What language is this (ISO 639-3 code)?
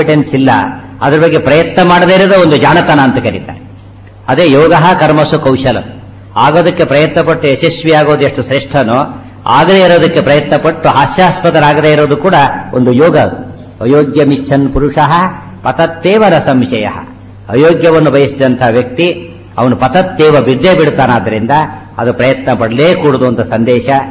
kan